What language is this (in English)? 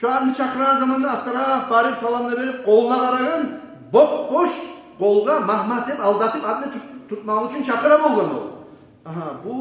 Kumyk